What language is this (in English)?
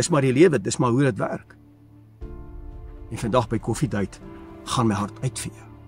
Afrikaans